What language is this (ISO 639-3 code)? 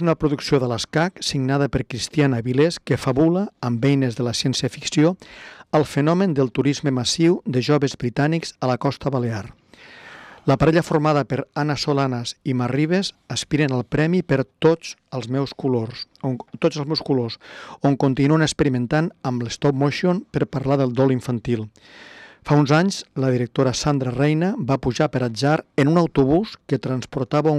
cat